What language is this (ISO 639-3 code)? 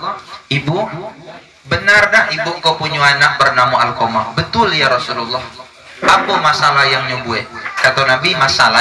ind